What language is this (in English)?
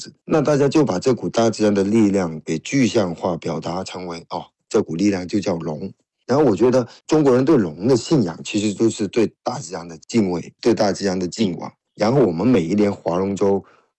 Chinese